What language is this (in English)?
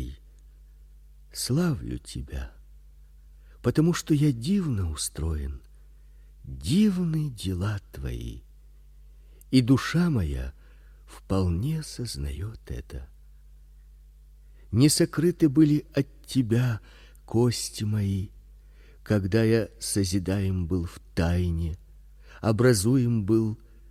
Russian